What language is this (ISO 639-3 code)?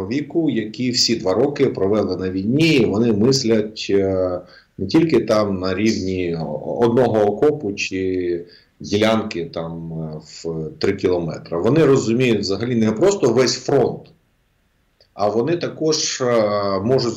ukr